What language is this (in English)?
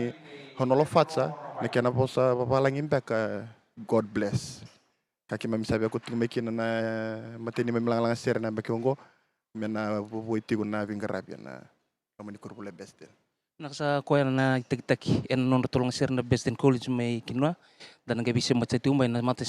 Fijian